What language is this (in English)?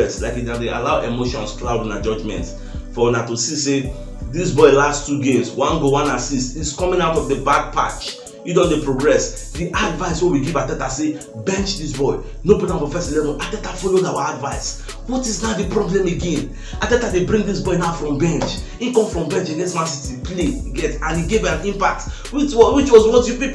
Nigerian Pidgin